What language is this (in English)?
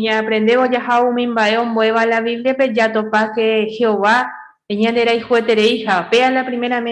Guarani